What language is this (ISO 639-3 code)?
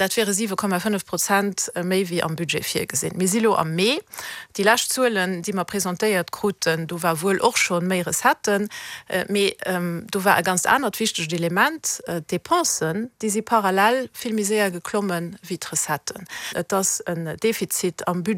ltz